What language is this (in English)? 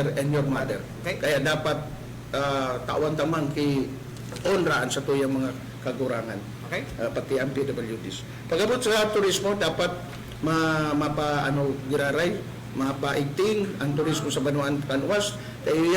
Bikol